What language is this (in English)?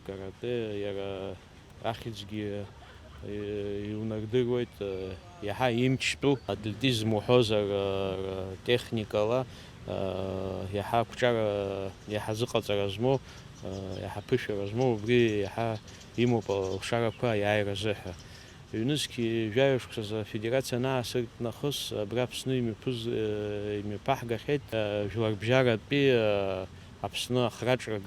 Abkhazian